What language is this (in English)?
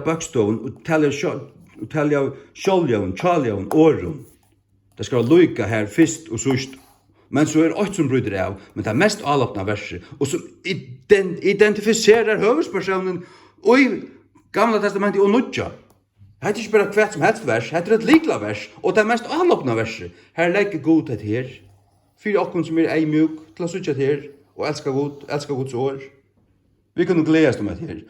Faroese